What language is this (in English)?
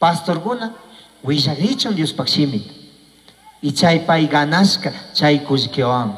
Chimborazo Highland Quichua